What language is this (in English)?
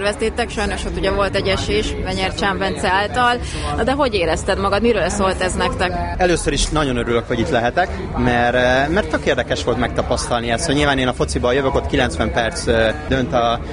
Hungarian